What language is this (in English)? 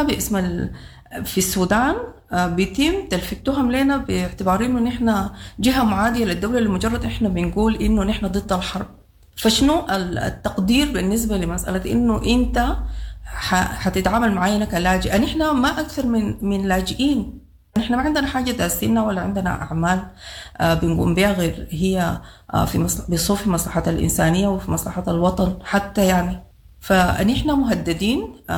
Sudanese Arabic